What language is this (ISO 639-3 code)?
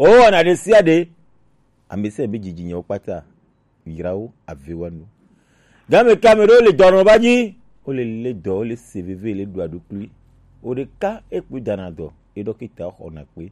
gej